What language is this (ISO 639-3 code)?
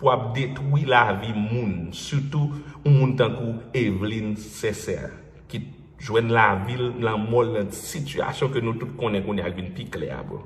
hat